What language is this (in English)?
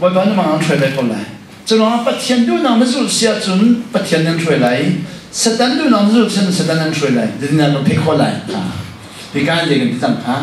Hakha Chin